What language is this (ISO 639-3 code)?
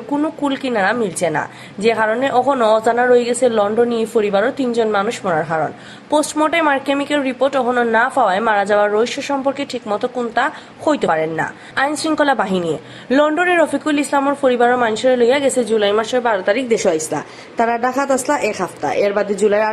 syl